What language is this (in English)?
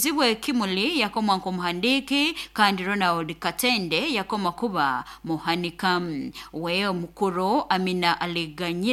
Nyoro